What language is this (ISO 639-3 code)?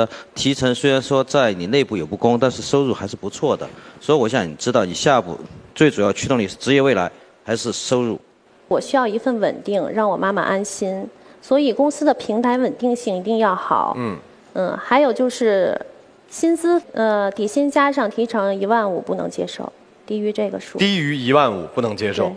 zho